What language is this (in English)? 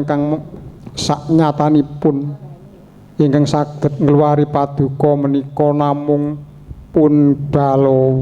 Javanese